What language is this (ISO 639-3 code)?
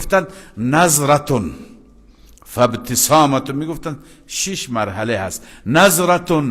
fas